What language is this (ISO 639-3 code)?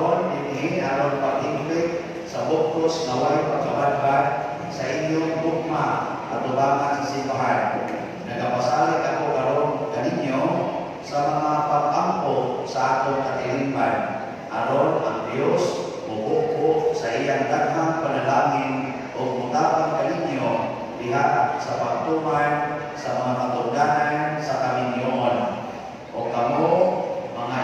ceb